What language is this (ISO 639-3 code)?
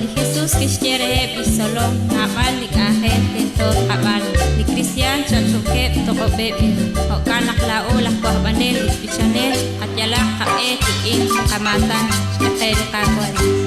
kek